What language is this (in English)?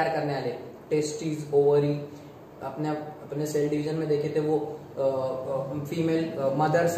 Hindi